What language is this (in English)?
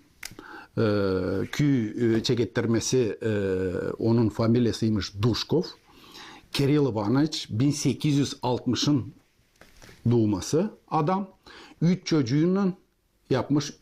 Gagauz